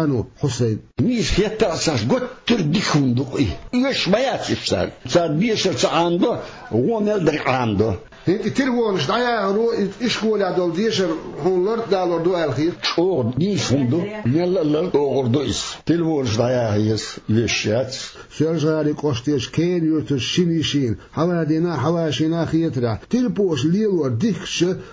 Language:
Chechen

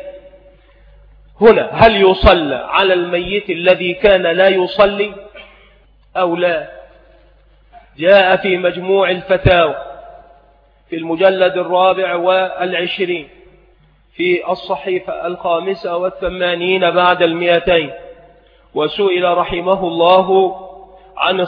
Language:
Arabic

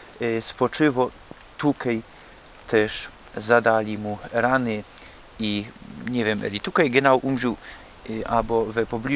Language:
Silesian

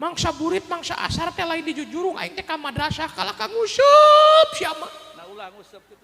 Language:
Sundanese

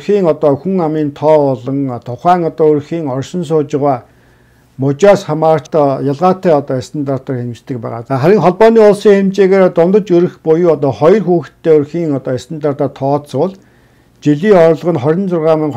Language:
Mongolian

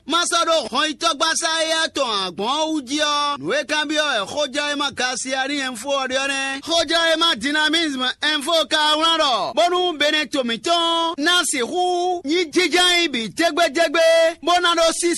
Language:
Fon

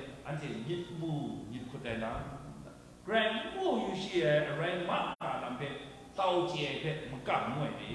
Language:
Kachin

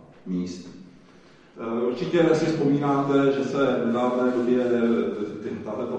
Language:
Czech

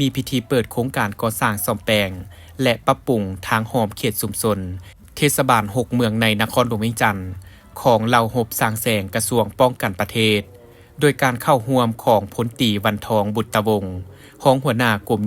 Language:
Lao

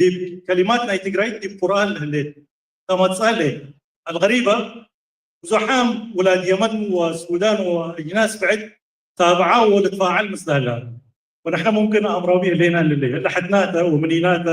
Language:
Tigre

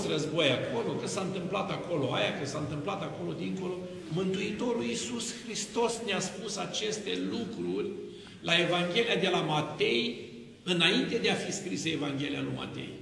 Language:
Romanian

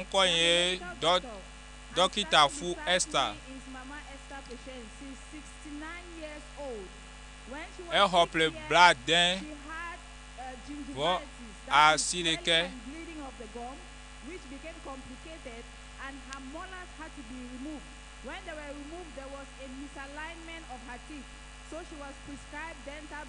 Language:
Ewe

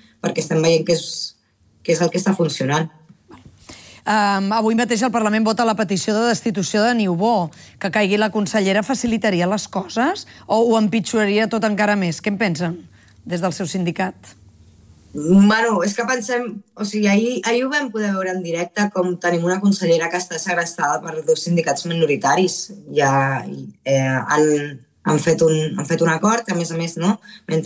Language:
Catalan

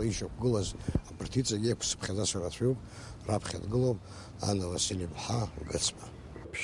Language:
Abkhazian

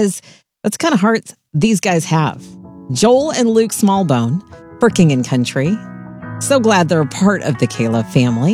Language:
English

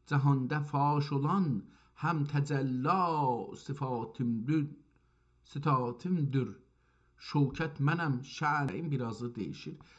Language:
South Azerbaijani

